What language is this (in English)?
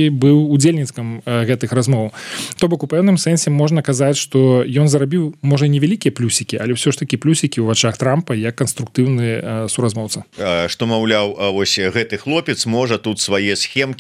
Belarusian